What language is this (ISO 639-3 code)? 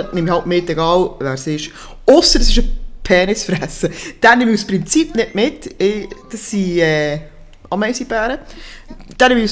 gsw